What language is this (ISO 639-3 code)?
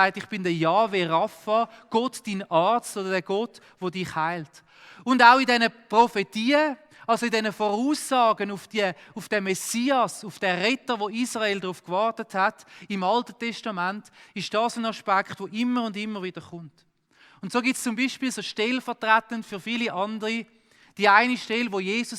gsw